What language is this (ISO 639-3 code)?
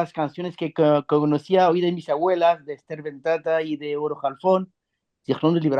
lad